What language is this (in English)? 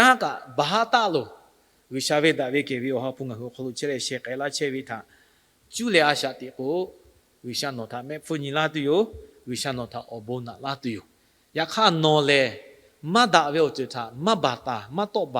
Lahu